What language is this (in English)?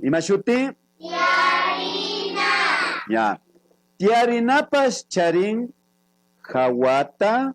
Imbabura Highland Quichua